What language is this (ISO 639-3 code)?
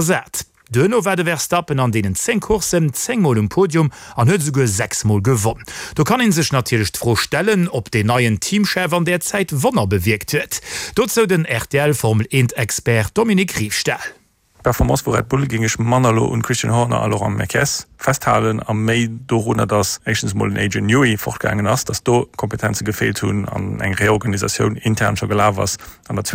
ltz